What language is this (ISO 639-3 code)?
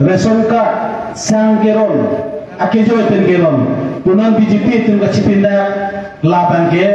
mjw